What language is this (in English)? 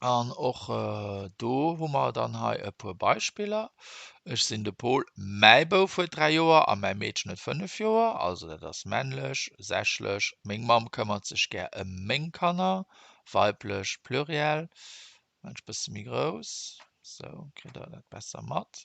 Luxembourgish